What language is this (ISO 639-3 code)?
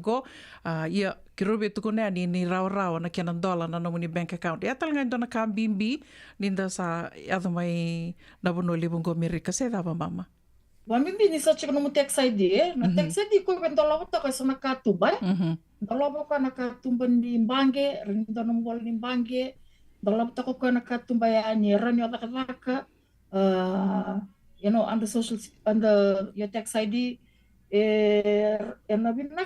fij